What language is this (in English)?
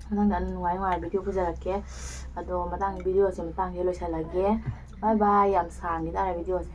Manipuri